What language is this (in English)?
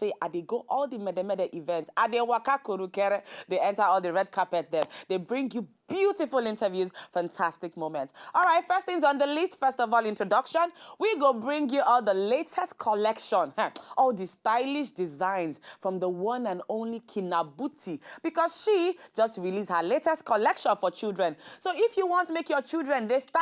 Nigerian Pidgin